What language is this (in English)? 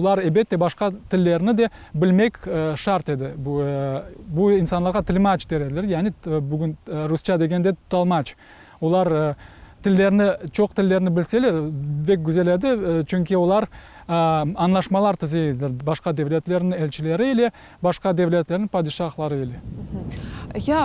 Crimean Tatar